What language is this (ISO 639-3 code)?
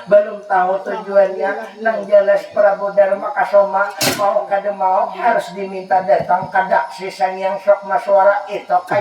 bjn